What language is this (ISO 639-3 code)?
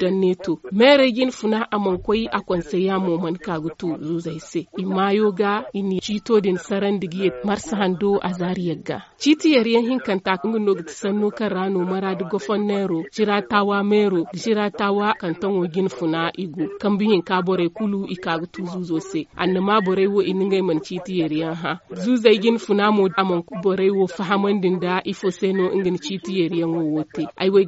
dje